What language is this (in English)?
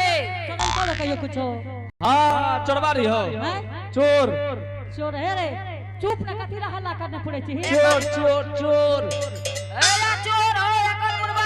Angika